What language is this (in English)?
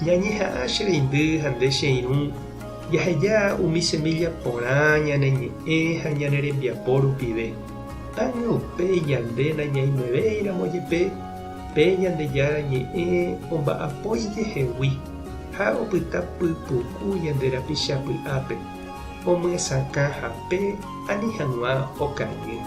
Guarani